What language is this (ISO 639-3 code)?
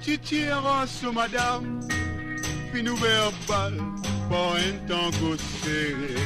mfe